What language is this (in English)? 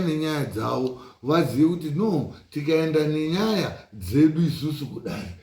Shona